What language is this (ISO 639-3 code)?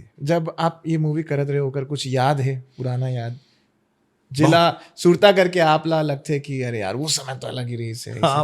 hne